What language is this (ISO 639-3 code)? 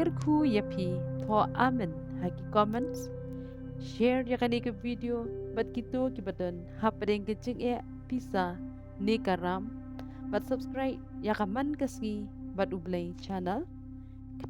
kha